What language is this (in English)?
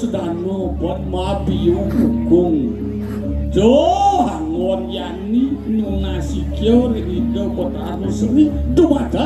Balinese